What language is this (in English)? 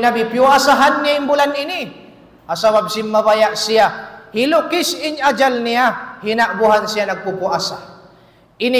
Tausug